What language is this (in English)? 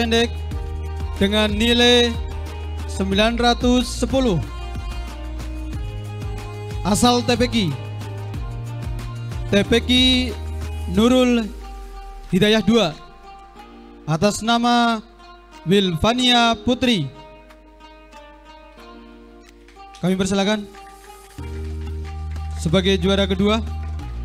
Indonesian